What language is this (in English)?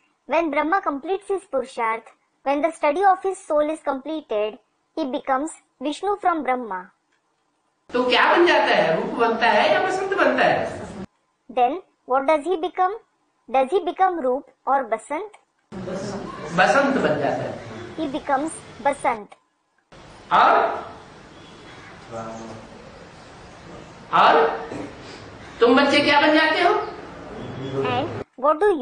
Hindi